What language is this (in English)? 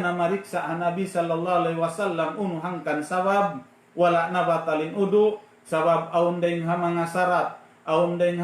Tausug